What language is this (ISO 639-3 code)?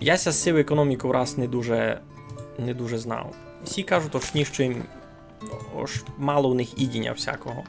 rue